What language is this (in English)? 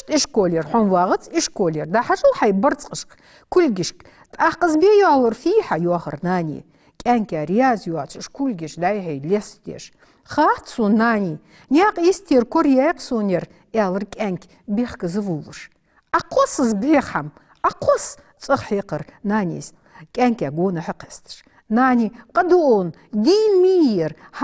Ingush